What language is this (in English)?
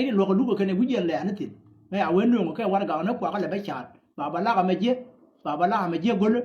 Nuer